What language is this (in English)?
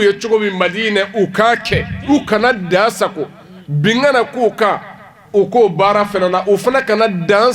Bambara